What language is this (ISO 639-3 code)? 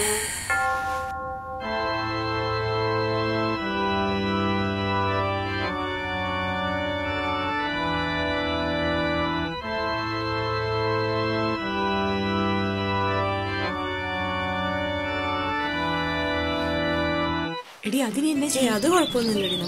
mal